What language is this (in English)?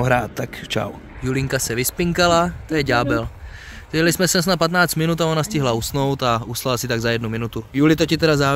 Czech